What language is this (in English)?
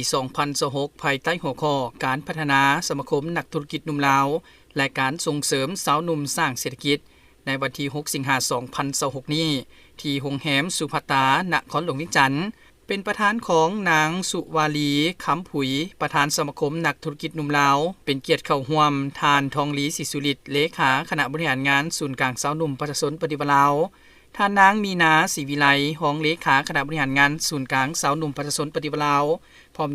Lao